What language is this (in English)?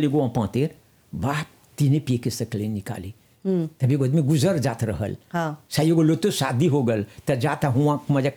Bhojpuri